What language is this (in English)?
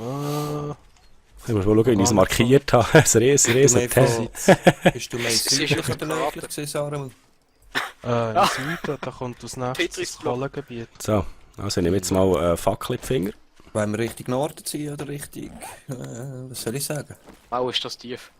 Swiss German